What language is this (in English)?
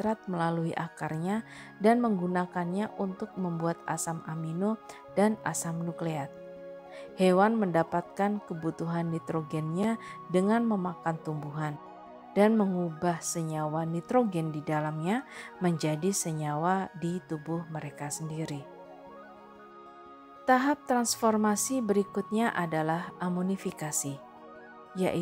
Indonesian